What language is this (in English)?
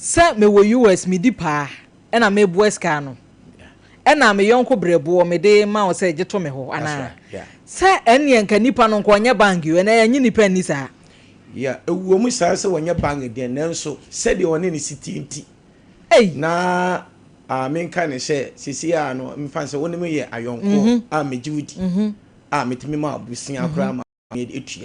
Akan